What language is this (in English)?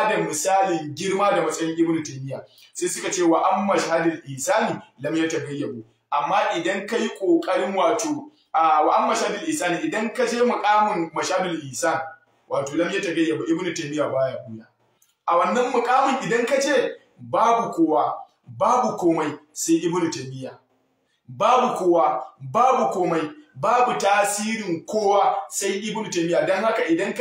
Hausa